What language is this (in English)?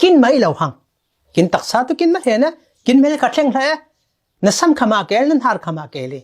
Falam Chin